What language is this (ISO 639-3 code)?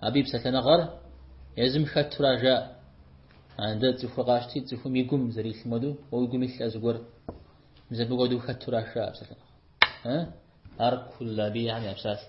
kbd